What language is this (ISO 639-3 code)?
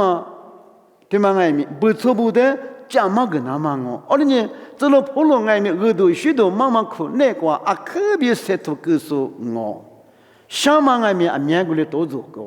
lis